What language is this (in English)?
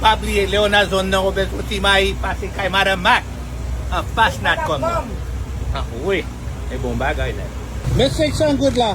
Haitian Creole